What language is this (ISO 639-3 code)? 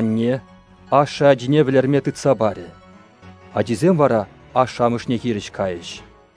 chv